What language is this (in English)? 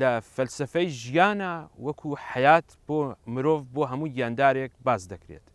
Central Kurdish